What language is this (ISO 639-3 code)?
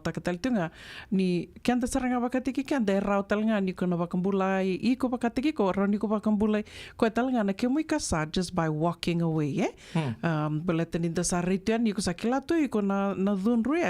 fij